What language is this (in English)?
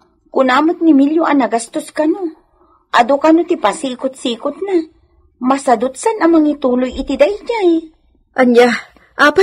Iloko